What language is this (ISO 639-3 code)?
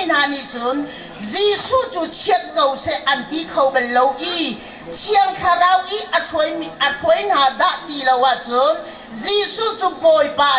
cnh